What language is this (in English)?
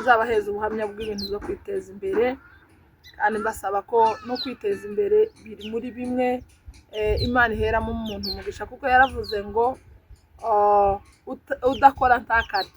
Kinyarwanda